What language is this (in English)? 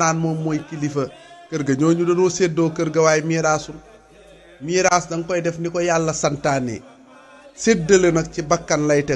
Wolof